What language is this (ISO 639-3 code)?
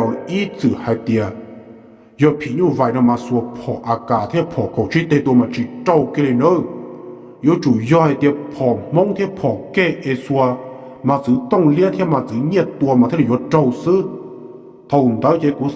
hmn